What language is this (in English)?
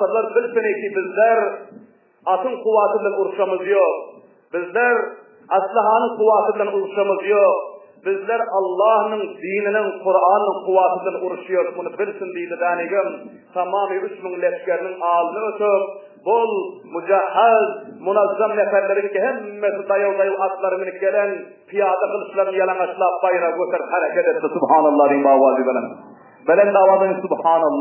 Turkmen